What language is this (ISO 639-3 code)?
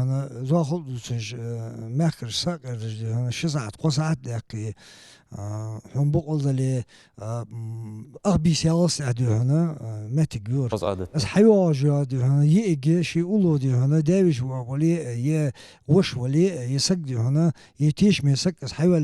inh